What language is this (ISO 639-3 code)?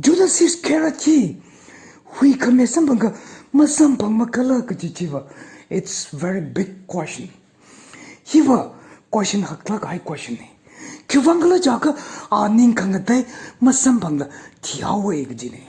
nmf